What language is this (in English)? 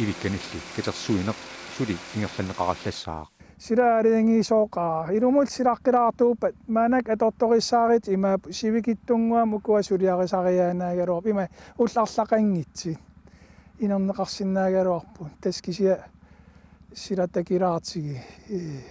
Kalaallisut